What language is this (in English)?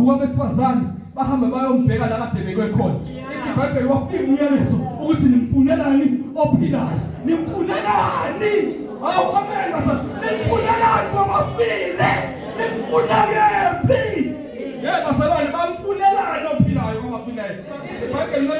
Zulu